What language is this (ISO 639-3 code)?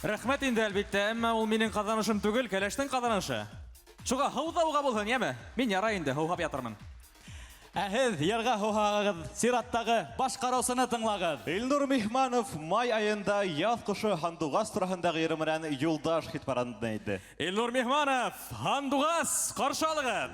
bak